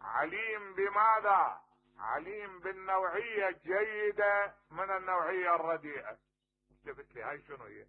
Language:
Mesopotamian Arabic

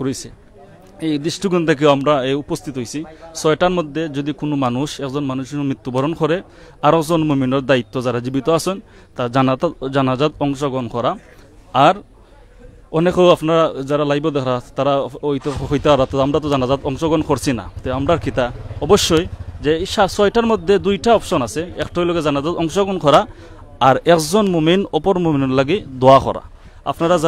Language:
Sylheti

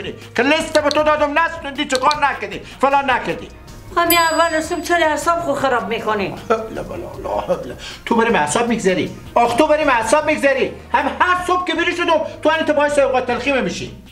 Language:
Persian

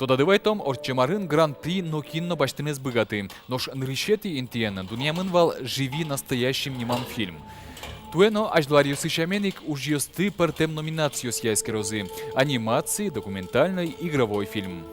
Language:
Udmurt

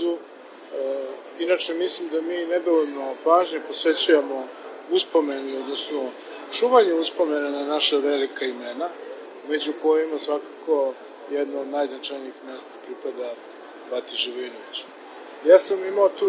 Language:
Serbian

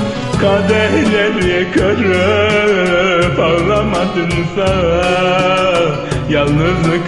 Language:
Turkish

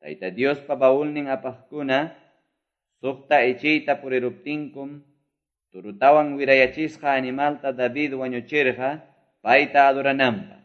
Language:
Quechua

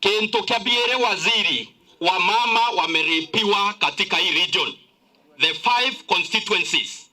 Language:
Meru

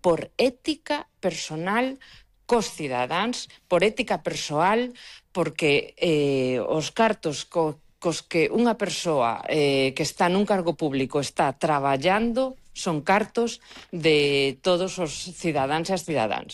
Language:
Galician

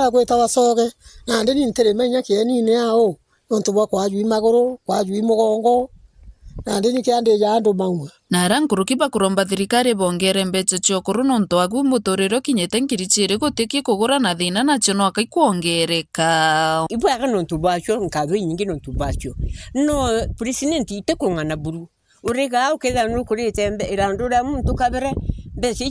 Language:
Meru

